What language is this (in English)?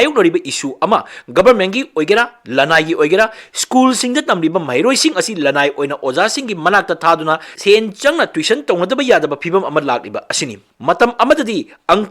Manipuri